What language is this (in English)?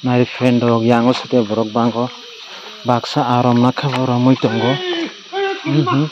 Kok Borok